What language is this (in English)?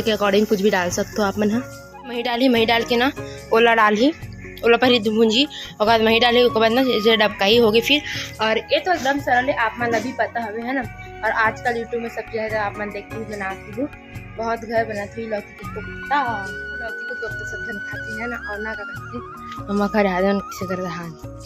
Chhattisgarhi